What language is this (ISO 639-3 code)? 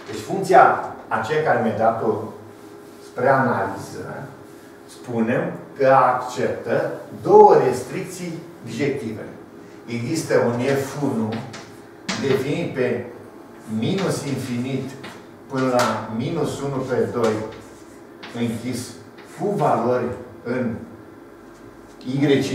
ron